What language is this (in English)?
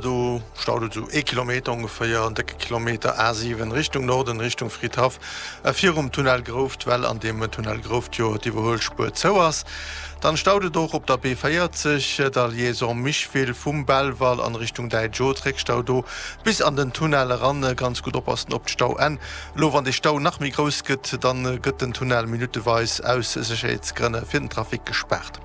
Luxembourgish